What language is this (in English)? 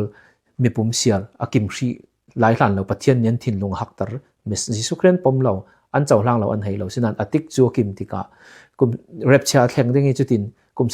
Falam Chin